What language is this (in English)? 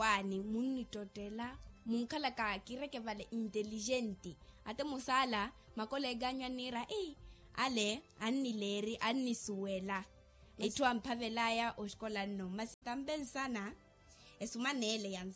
Makhuwa